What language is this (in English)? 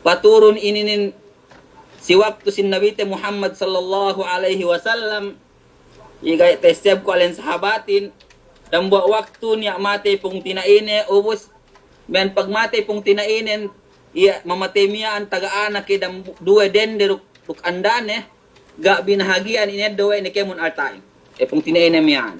Yakan